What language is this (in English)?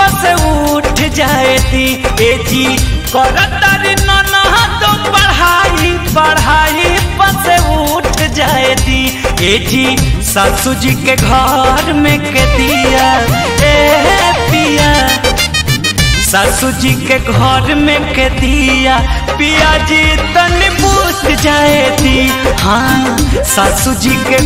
Bhojpuri